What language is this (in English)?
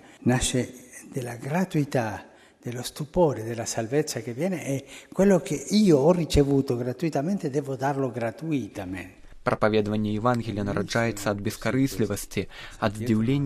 Belarusian